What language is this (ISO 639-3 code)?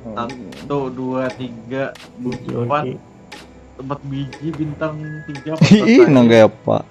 bjn